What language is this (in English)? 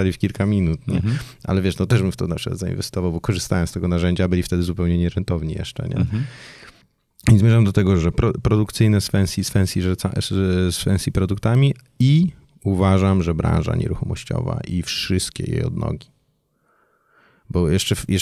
Polish